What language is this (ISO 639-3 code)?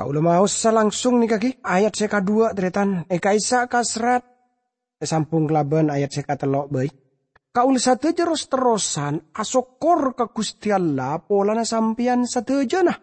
mad